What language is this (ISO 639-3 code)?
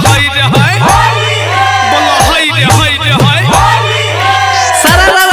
bho